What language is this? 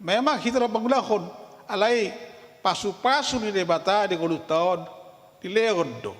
Batak Toba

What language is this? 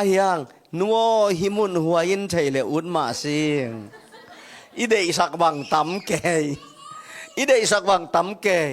Tedim Chin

